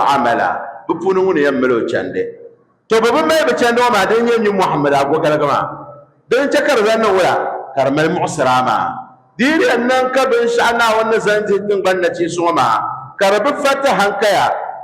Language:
Dagbani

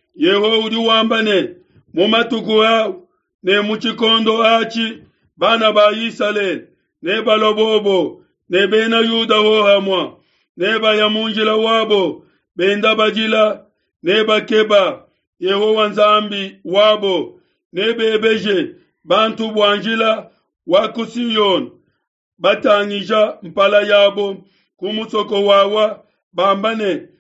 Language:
Luba-Lulua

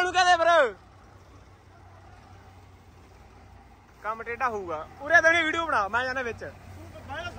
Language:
Punjabi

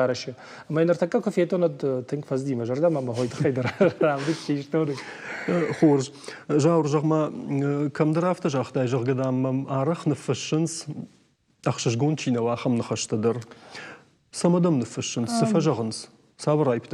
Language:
Ossetic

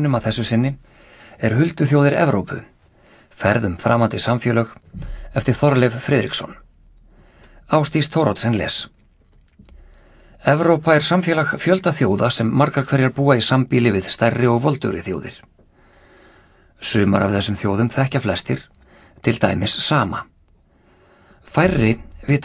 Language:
Icelandic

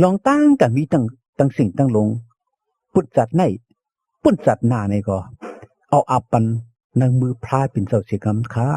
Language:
Shan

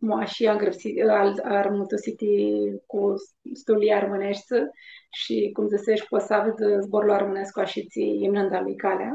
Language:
Aromanian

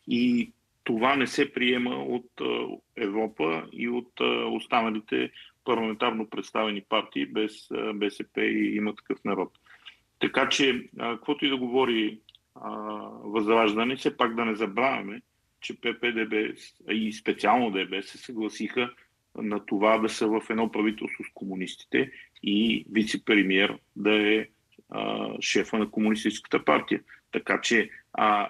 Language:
Bulgarian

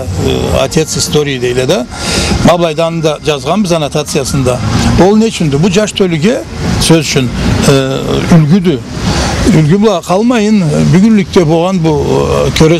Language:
Karachay-Balkar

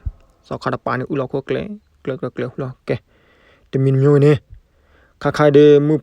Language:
S'gaw Karen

